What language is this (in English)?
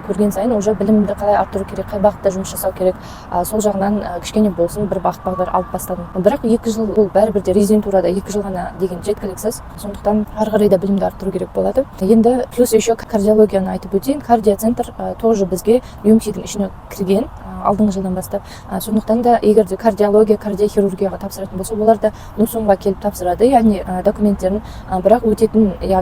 Kazakh